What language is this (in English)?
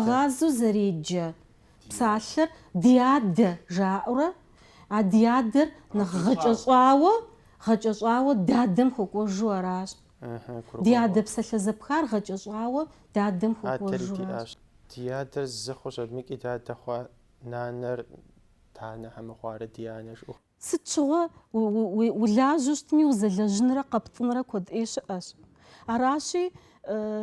Kabardian